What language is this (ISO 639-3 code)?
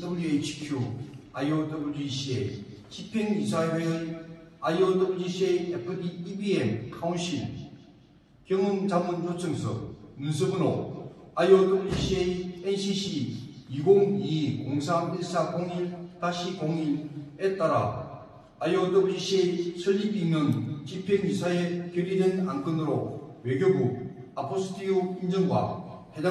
kor